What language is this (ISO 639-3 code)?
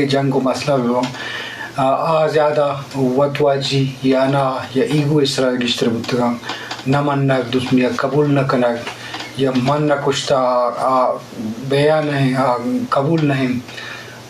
bgp